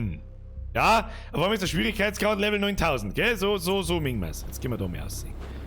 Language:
Bavarian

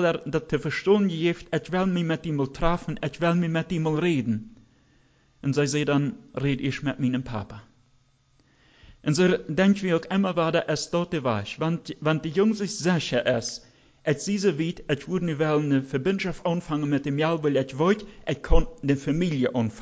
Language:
German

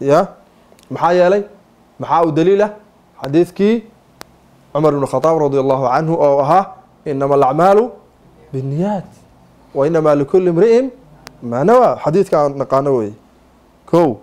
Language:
Somali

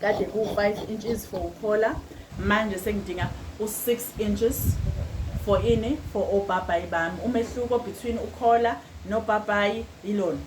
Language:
Zulu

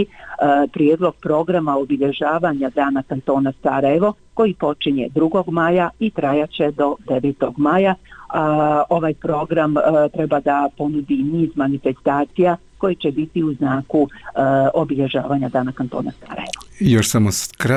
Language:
Bosnian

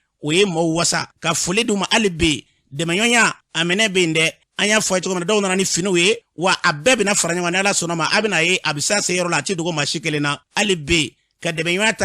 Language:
Bambara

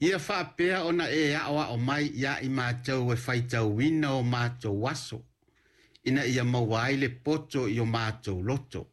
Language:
Samoan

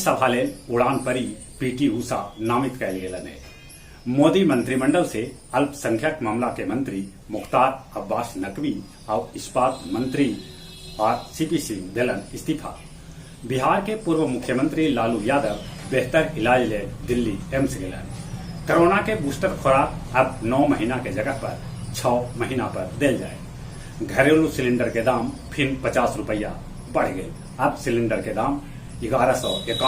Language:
Magahi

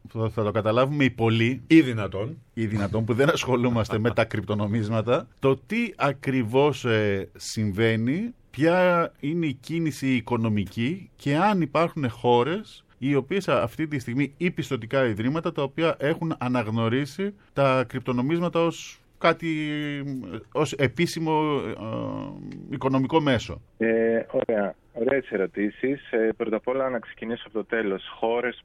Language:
Greek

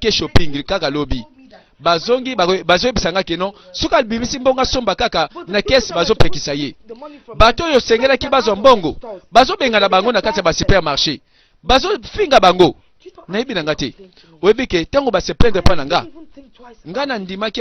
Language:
Lingala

